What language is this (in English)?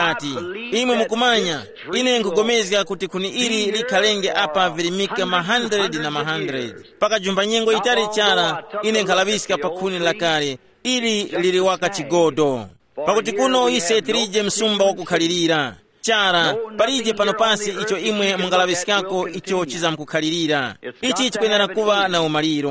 Tumbuka